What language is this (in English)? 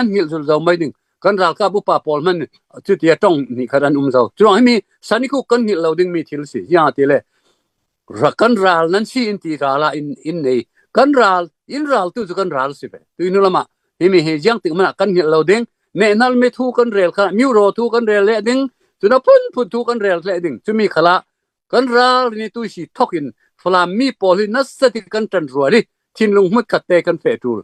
Falam Chin